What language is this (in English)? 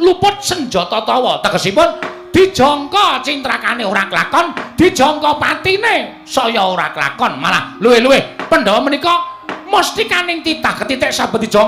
Javanese